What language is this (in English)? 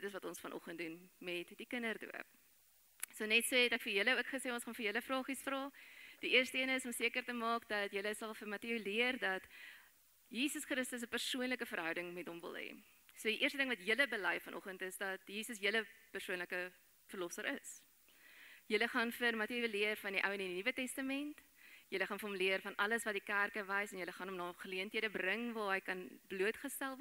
Afrikaans